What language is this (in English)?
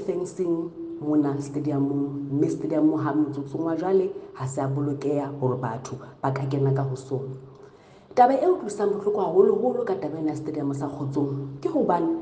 Southern Sotho